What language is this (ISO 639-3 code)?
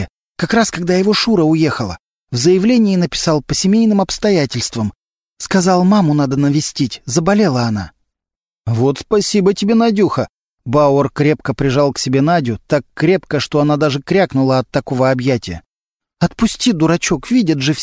rus